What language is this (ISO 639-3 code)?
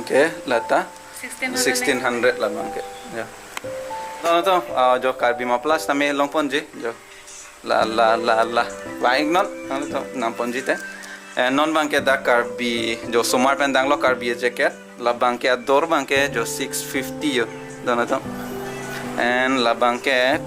mjw